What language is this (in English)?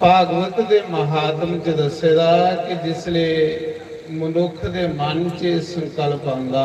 Dogri